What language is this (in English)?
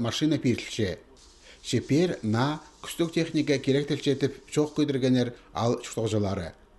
Khakas